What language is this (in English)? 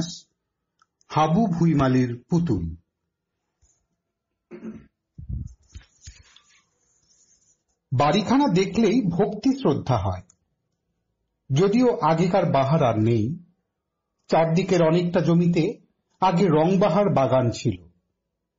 Bangla